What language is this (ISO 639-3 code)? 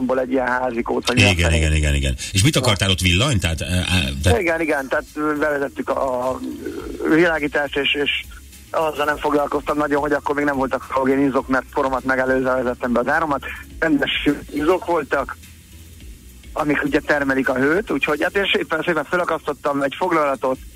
hun